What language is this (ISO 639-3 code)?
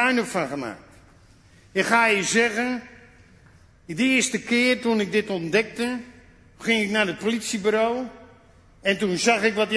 nld